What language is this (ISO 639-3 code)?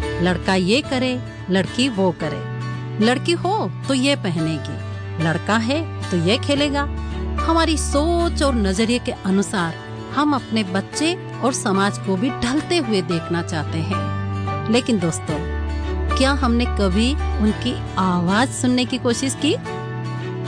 hin